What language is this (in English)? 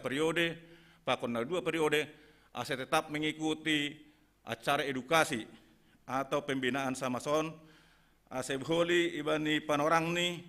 Batak Simalungun